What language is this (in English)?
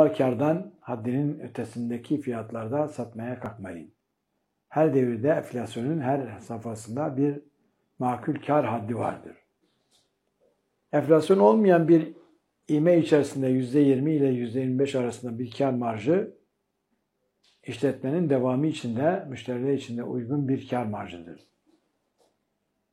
Turkish